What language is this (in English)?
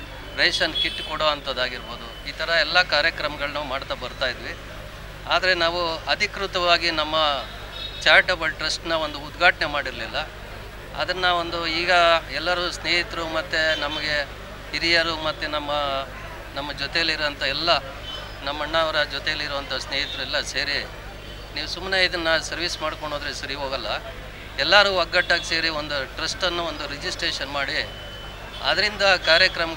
Kannada